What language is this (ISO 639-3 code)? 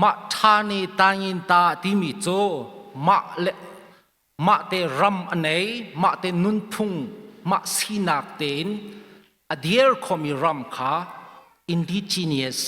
cnh